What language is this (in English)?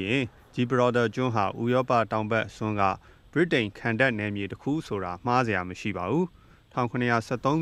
Burmese